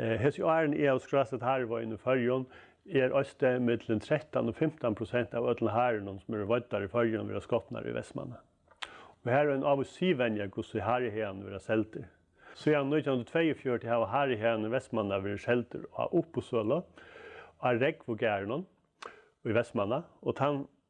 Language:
Faroese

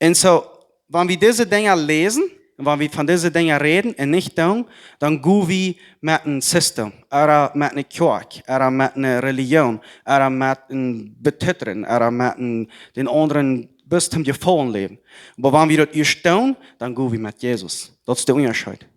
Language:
Plautdietsch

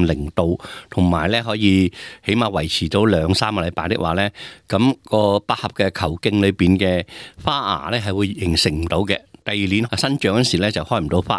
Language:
Cantonese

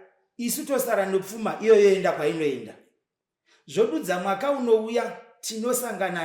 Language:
Shona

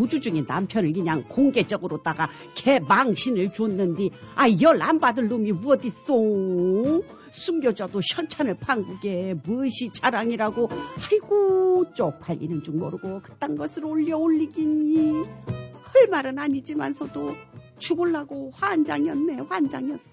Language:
Korean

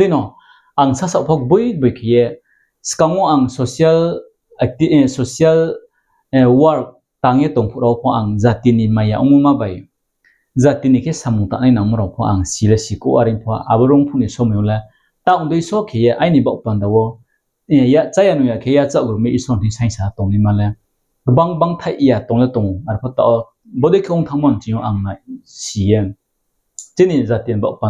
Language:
Riang (India)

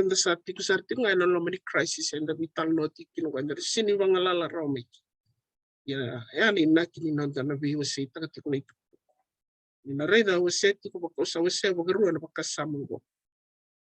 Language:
Fijian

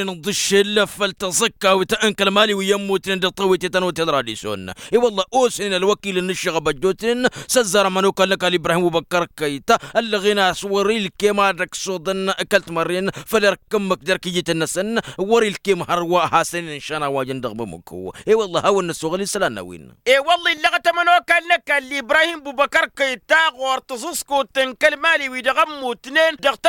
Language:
Tamasheq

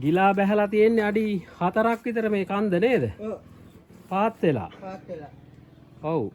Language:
Sinhala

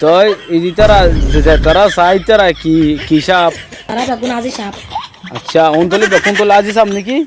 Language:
Rohingya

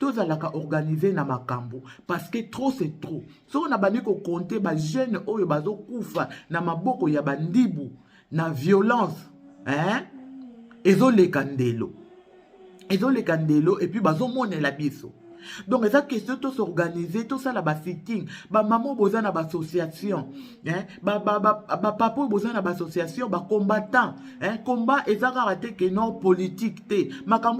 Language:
Lingala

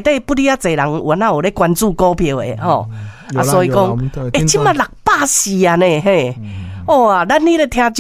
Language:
Min Nan Chinese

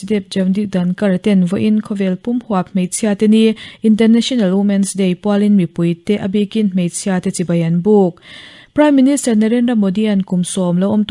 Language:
Mizo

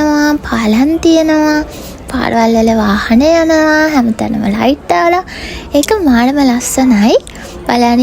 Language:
Sinhala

